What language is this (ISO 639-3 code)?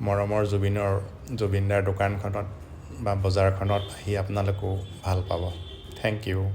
asm